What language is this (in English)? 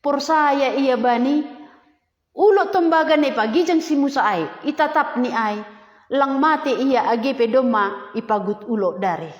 Batak Simalungun